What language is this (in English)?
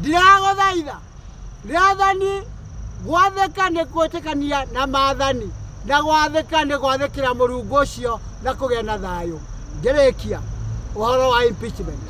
Kikuyu